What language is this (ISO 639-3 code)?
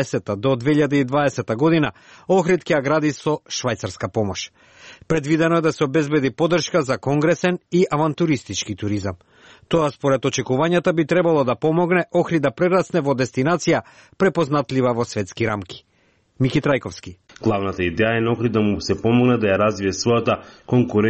mkd